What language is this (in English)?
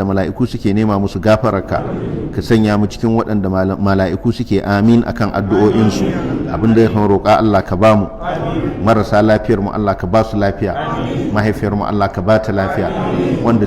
Hausa